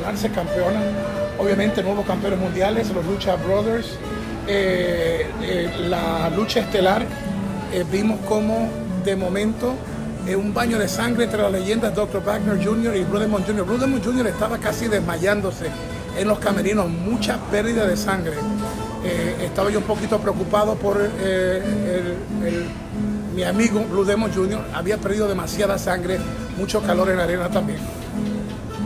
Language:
Spanish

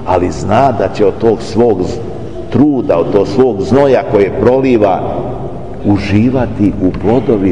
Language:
Serbian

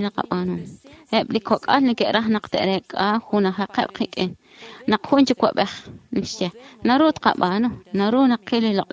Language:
Kekchí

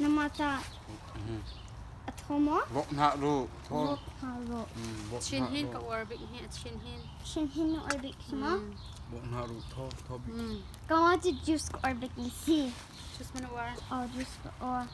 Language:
Hakha Chin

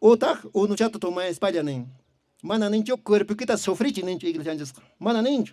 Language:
Quechua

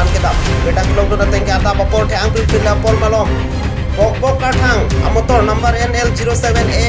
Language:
Karbi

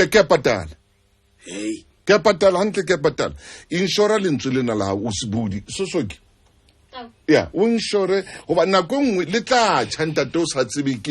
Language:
Southern Sotho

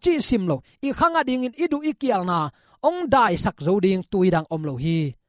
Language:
Tedim Chin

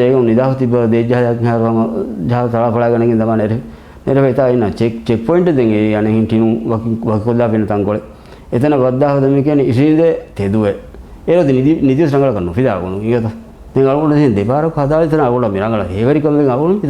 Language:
Divehi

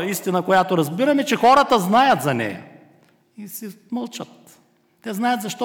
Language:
Bulgarian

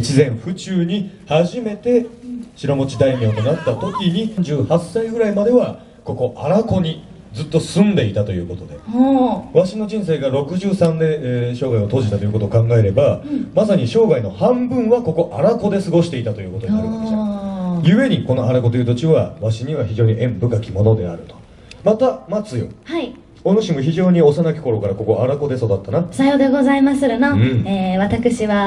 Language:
Japanese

